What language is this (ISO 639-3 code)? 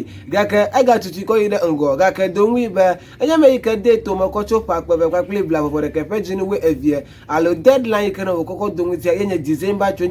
ewe